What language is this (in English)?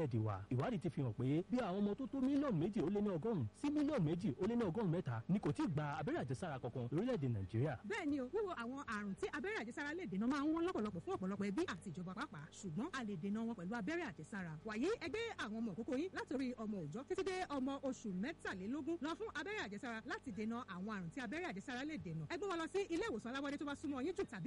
Yoruba